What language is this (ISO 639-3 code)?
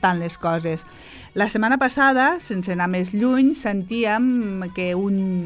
cat